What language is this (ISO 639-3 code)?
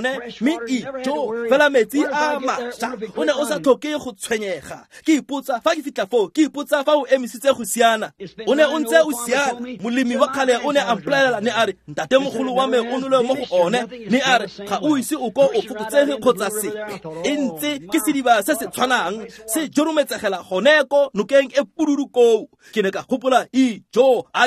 tsn